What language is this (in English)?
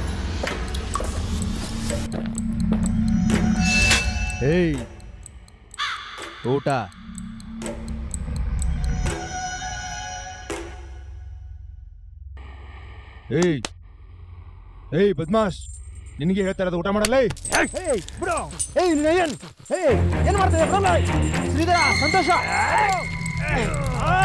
Kannada